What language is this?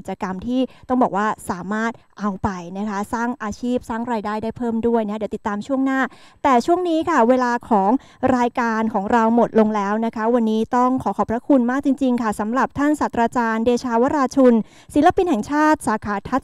Thai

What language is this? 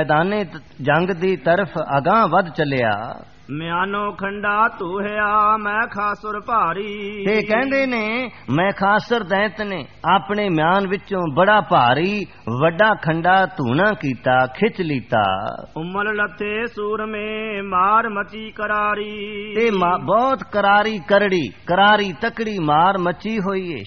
Punjabi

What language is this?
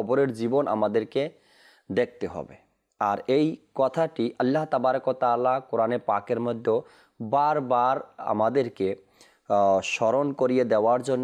Bangla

